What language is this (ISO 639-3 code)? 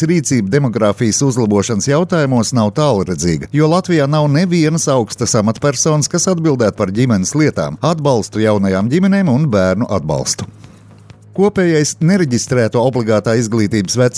lav